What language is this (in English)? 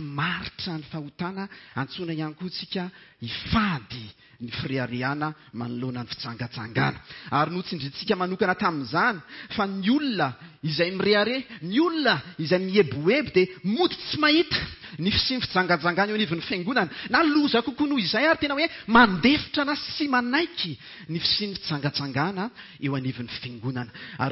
Malagasy